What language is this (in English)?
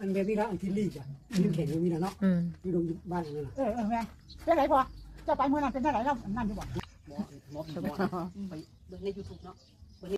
Northeastern Thai